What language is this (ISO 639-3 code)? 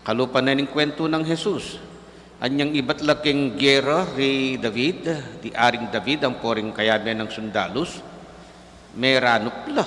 pam